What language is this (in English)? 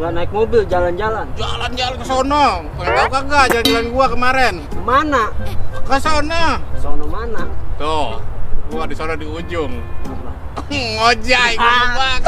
Betawi